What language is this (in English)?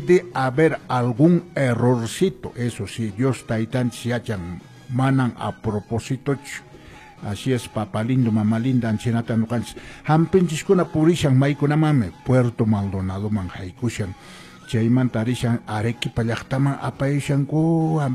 Quechua